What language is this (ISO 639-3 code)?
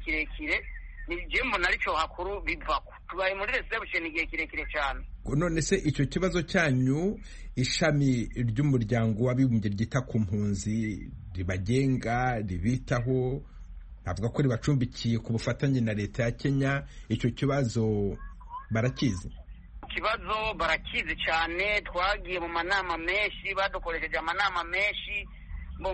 kin